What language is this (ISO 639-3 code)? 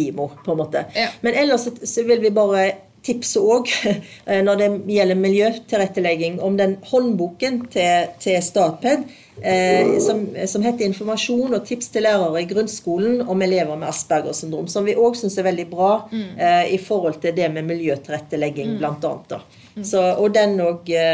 nor